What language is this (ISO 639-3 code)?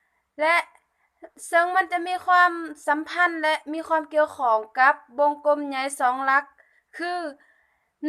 lao